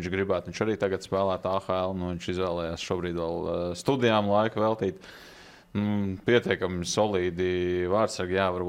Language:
Latvian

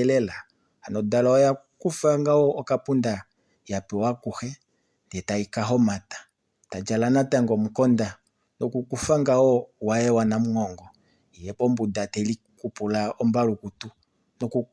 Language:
Kuanyama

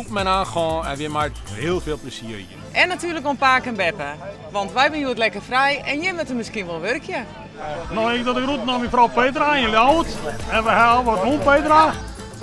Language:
Western Frisian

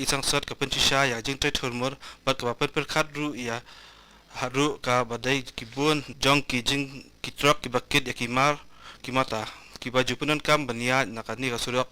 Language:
Khasi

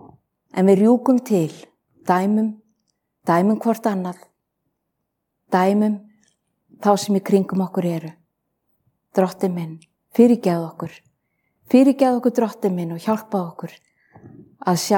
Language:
Icelandic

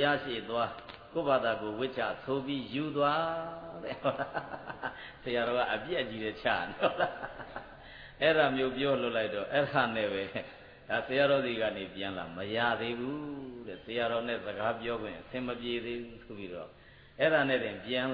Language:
Burmese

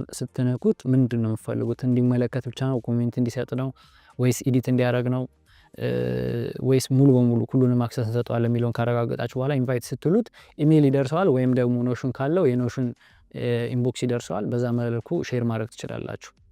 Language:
Amharic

